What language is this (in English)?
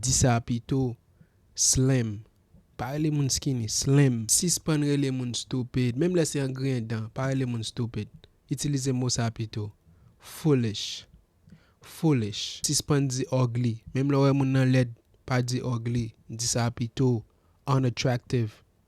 Haitian Creole